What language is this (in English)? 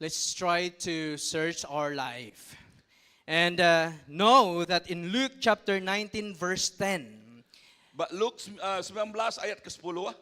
Iban